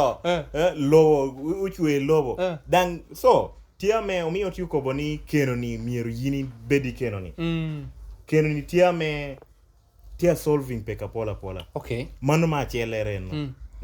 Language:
Lango (Uganda)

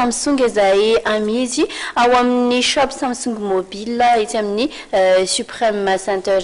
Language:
Malagasy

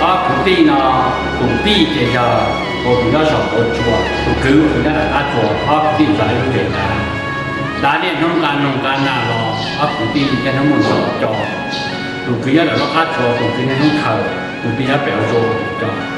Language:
Hmong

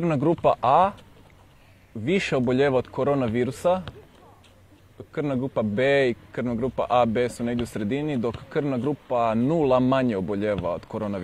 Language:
Croatian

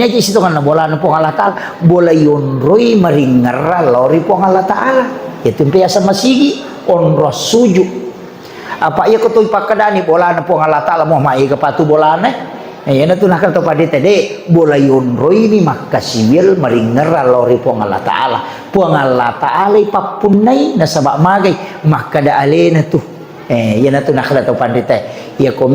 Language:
Buginese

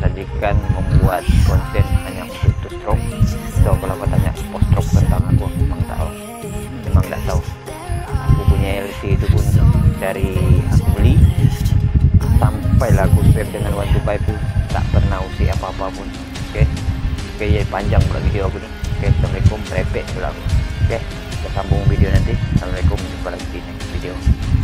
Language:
Malay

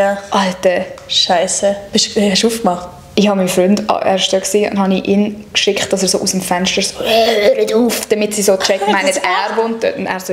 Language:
Swiss German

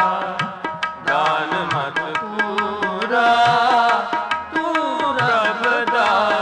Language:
Punjabi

